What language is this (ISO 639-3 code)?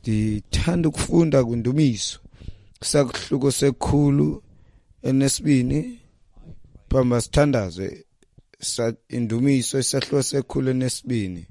xho